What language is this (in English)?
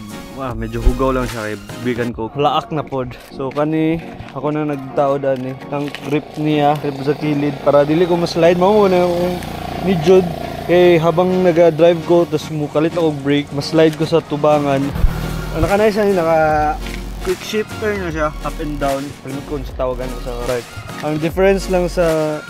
Cebuano